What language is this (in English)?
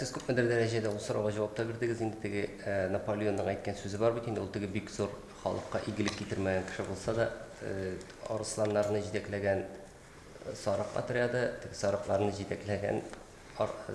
Tatar